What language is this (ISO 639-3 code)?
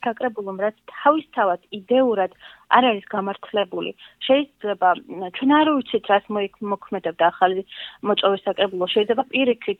kat